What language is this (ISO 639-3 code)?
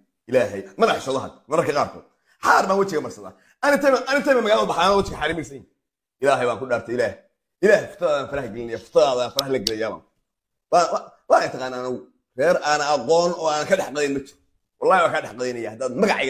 som